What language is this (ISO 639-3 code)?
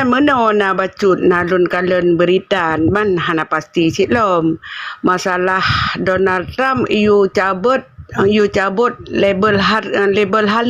ace